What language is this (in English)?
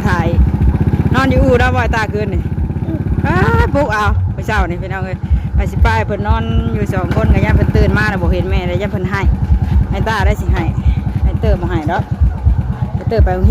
Northeastern Thai